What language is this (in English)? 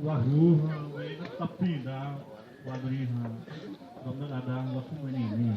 Xavánte